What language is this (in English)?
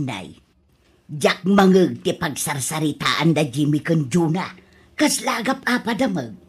Iloko